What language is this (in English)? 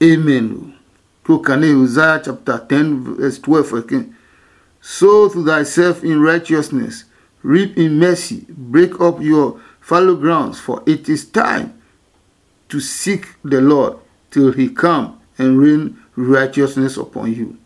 Adangme